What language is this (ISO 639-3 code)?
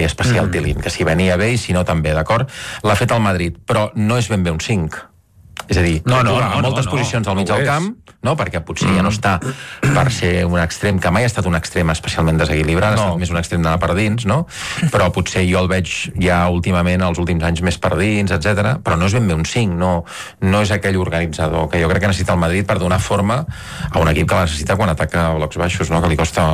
cat